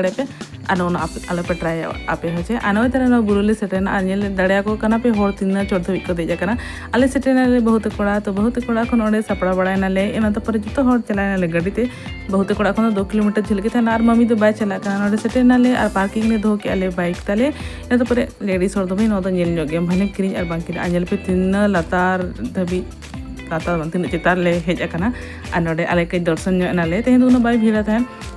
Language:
Santali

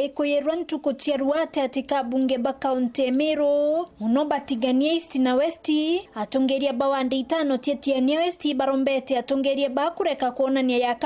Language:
Meru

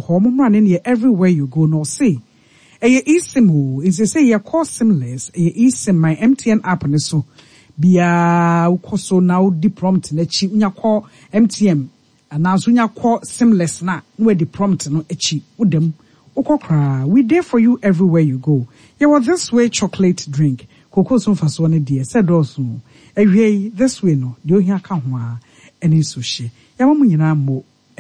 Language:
Akan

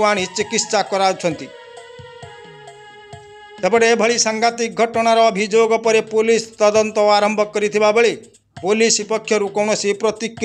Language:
Odia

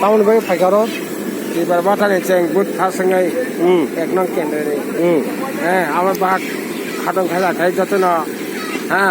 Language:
Kok Borok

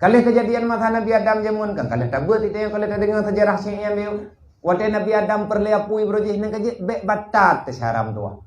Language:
Achinese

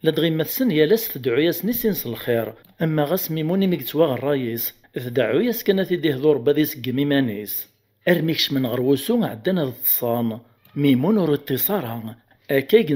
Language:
Kabyle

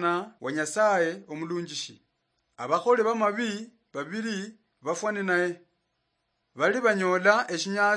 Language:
Luyia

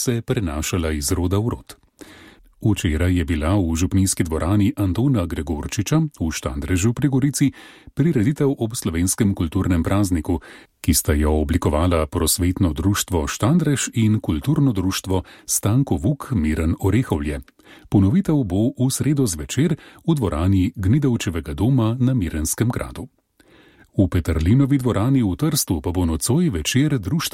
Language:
Slovenian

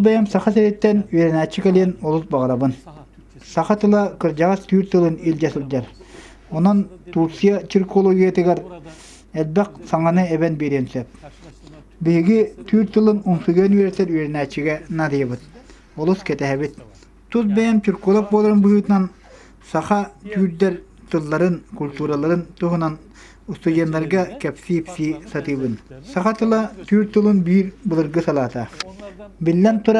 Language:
Yakut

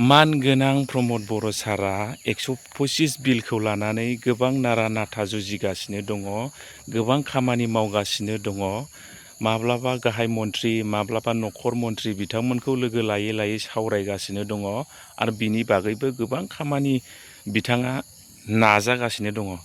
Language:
Bodo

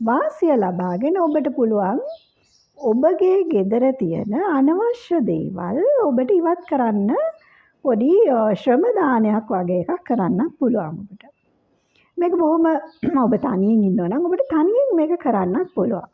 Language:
Sinhala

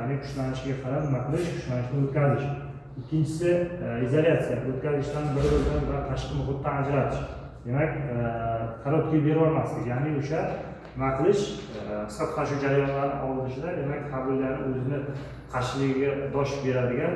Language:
Uzbek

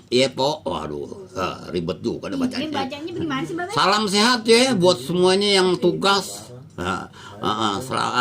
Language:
Betawi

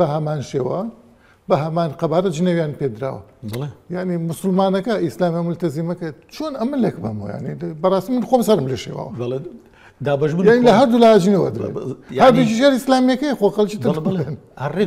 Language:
Central Kurdish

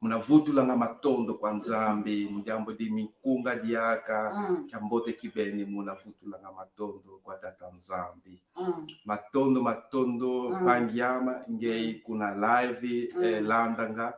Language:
Kongo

